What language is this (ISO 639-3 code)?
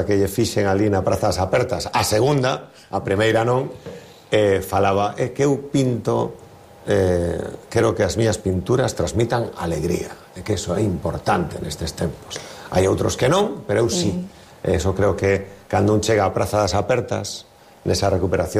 glg